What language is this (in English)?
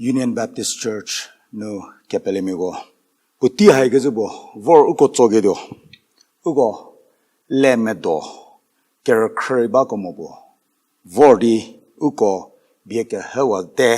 Angami Naga